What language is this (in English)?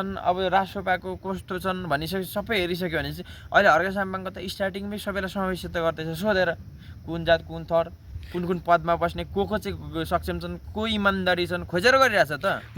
Nepali